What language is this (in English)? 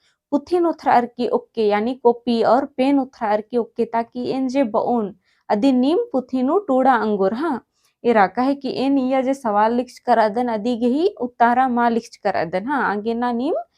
Kurukh